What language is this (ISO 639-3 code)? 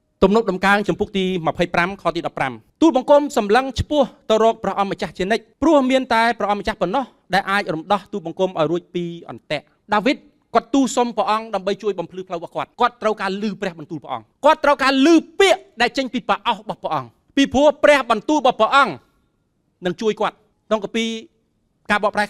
khm